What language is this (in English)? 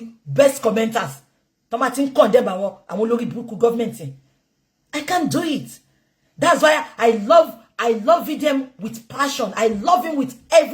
Yoruba